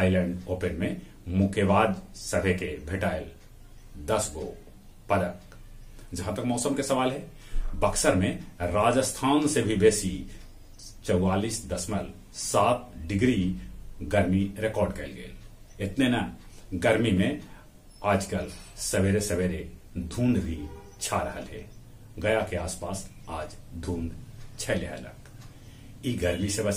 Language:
Magahi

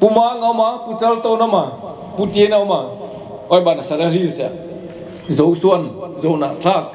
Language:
Paite Chin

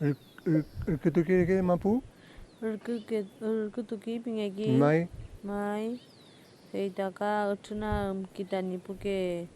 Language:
Mapuche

